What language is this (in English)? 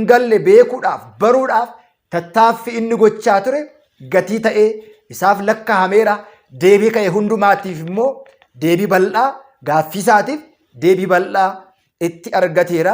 Oromo